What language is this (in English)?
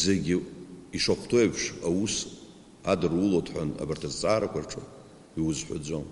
Abkhazian